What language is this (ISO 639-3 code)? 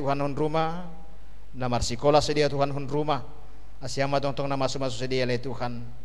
bts